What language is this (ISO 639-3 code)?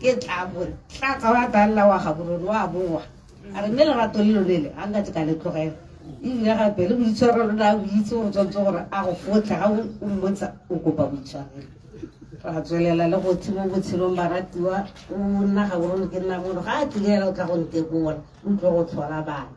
tsn